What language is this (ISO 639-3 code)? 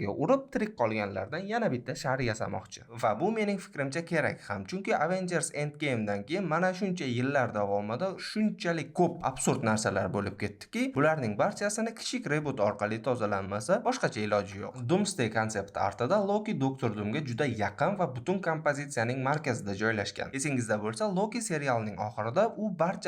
uzb